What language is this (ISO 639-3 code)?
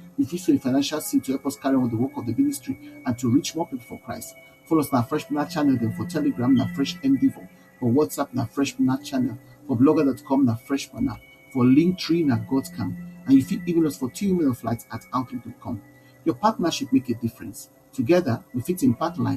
pcm